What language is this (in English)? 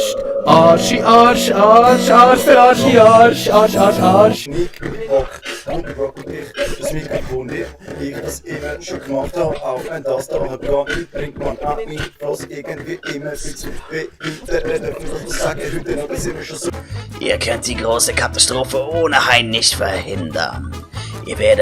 Swiss German